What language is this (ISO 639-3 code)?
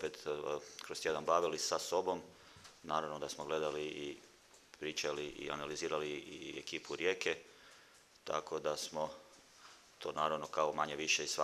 hrv